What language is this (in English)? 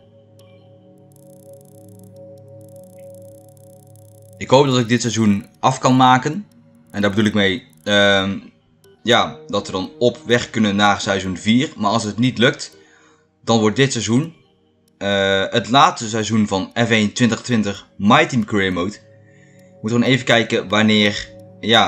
Dutch